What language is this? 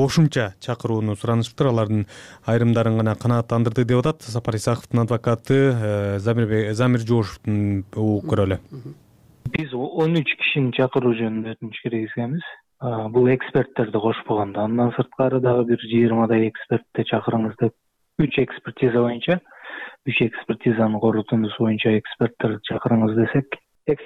Kyrgyz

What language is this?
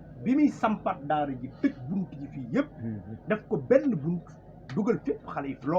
Wolof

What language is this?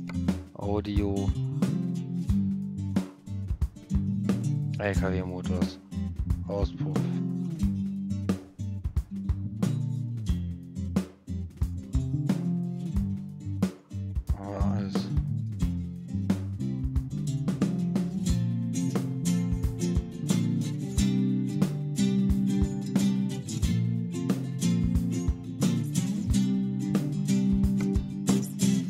German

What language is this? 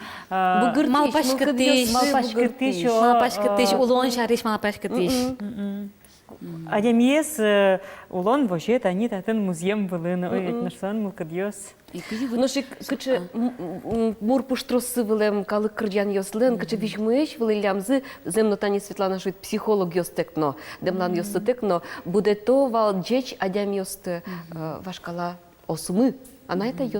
Udmurt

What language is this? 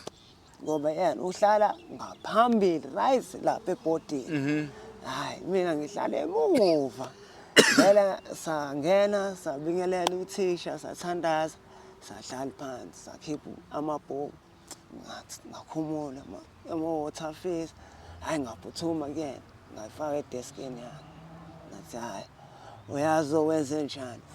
Zulu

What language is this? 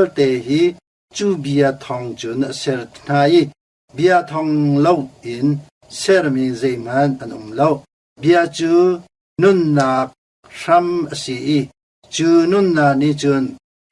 Hakha Chin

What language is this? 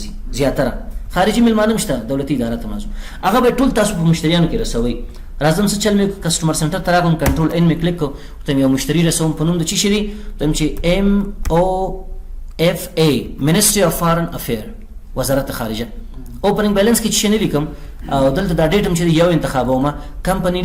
Pashto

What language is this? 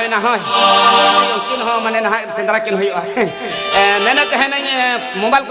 Santali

